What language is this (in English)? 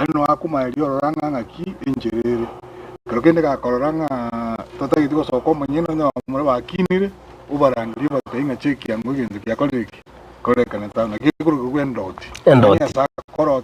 Gusii